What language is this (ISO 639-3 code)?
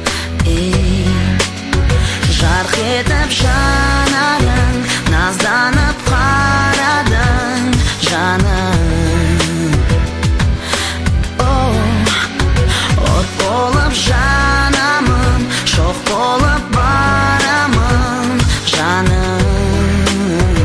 kaz